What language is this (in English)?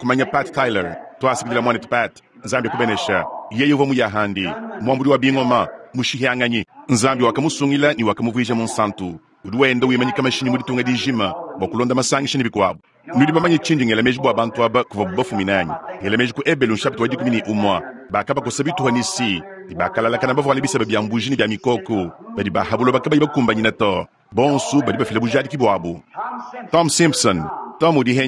Luba-Lulua